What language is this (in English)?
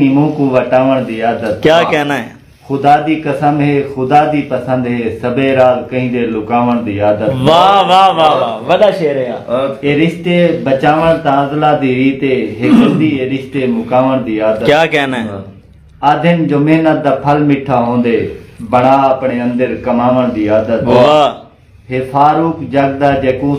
Saraiki